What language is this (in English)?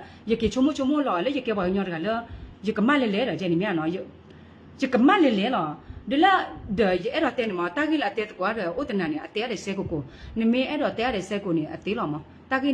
S'gaw Karen